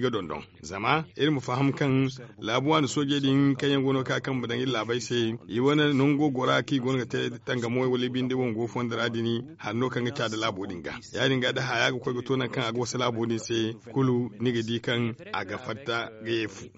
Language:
Zarma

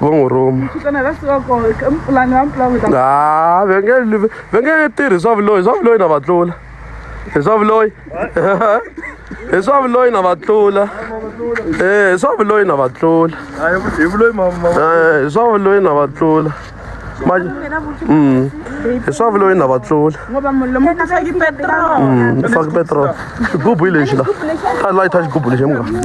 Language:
Tsonga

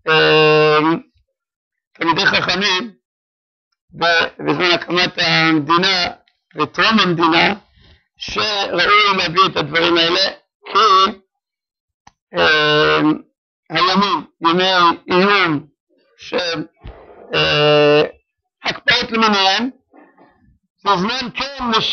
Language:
Hebrew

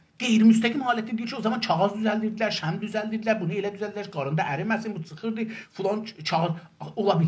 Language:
South Azerbaijani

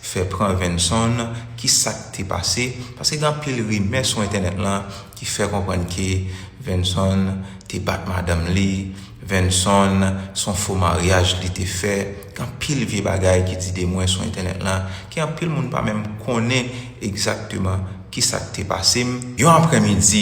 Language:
Haitian Creole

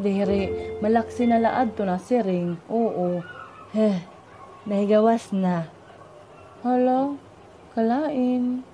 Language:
Waray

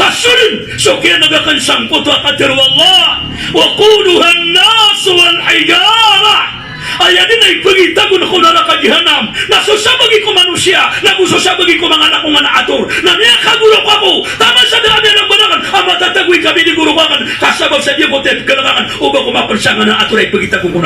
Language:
Maranao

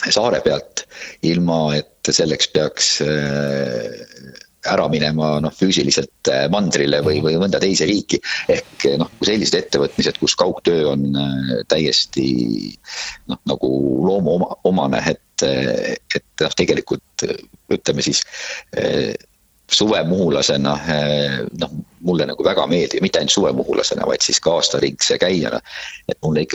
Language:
Estonian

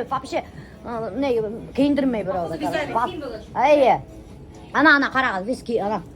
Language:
Bashkir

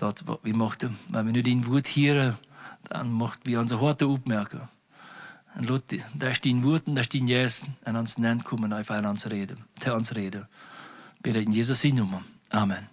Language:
Plautdietsch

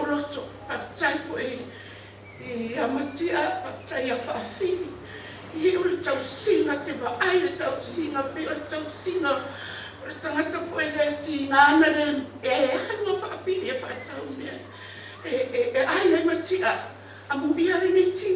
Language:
Samoan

